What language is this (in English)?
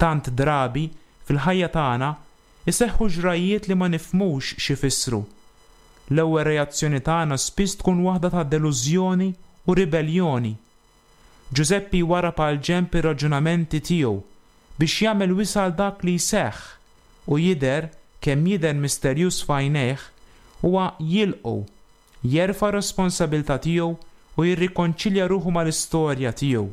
Maltese